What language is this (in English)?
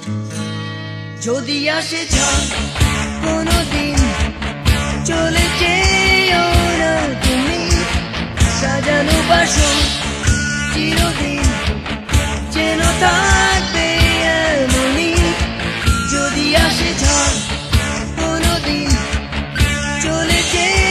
Bangla